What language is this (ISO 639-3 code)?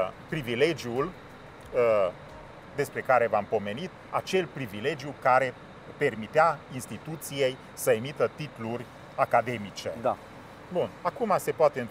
ron